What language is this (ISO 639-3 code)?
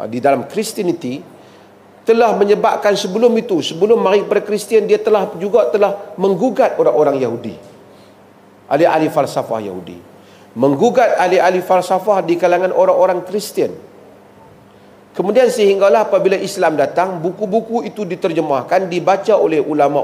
msa